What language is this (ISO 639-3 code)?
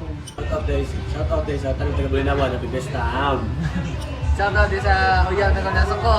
ceb